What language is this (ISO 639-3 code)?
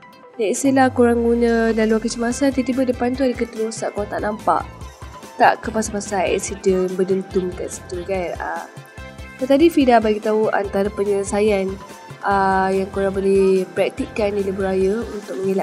msa